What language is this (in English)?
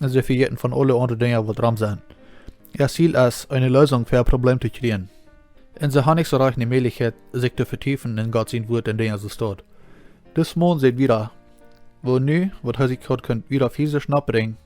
Plautdietsch